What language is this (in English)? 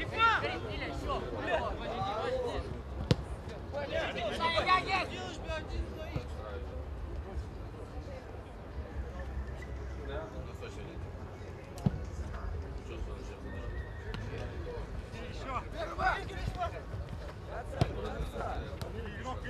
Russian